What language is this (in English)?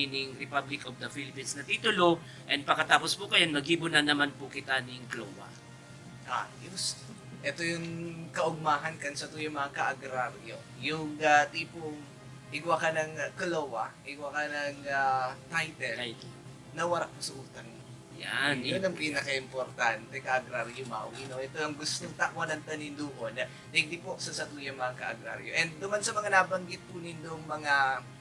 Bikol